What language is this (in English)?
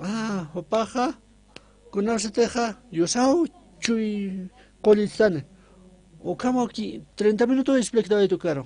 Aymara